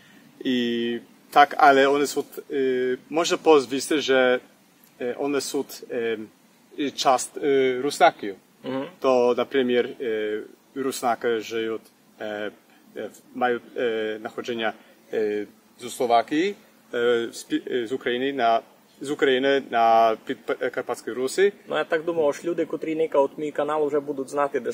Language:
Rusyn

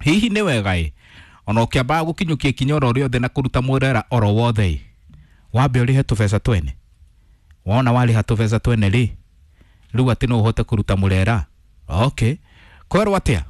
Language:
Kikuyu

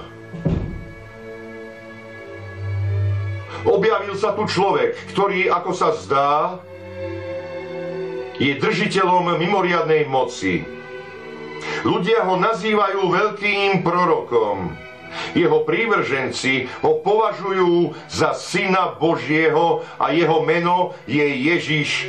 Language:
Slovak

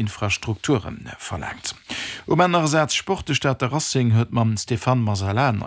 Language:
Luxembourgish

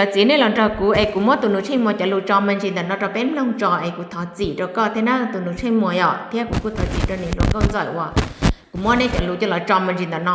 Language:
Hmong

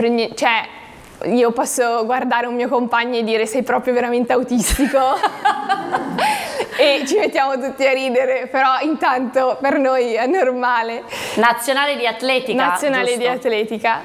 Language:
Italian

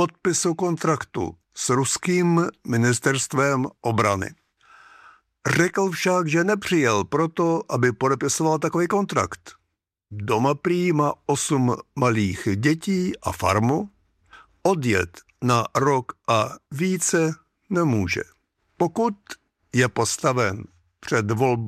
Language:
Czech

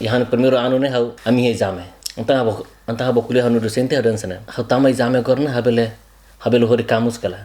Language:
Tetum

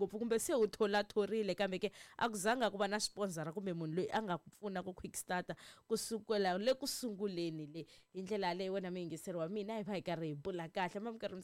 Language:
Tsonga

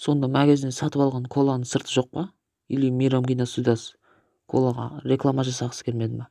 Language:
Kazakh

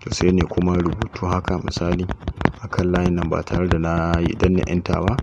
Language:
Hausa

